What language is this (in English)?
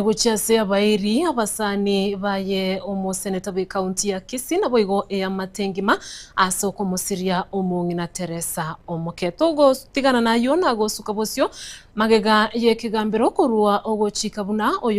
Gusii